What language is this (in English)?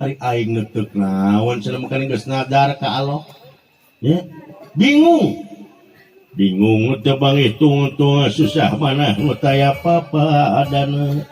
Sundanese